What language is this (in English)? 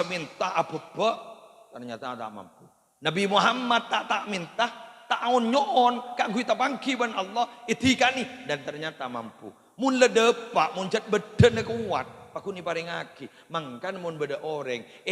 Madurese